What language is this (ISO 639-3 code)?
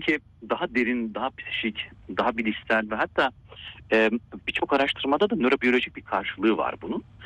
tur